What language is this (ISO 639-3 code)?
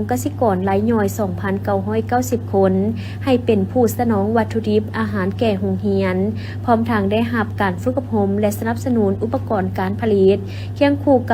lao